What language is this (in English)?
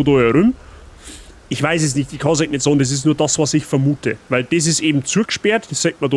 Bavarian